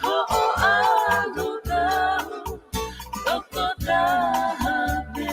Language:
Tongan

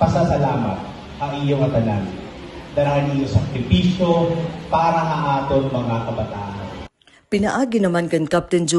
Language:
Waray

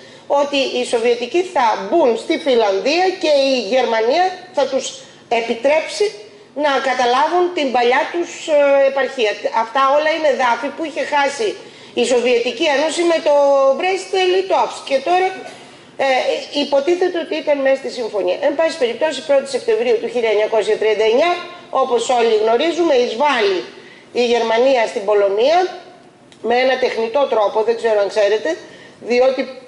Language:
Greek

